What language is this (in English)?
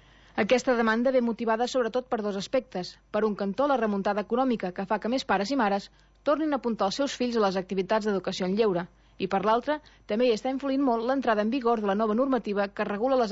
Catalan